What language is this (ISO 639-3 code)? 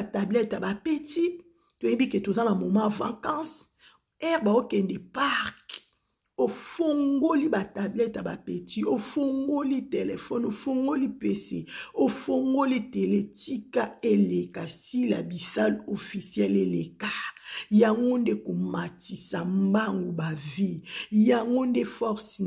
lin